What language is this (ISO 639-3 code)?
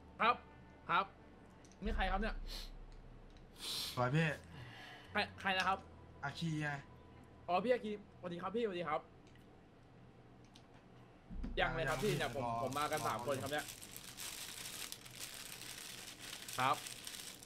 tha